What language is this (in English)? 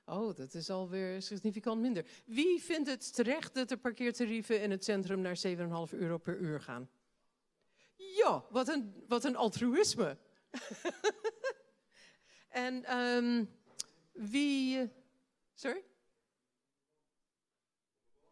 Dutch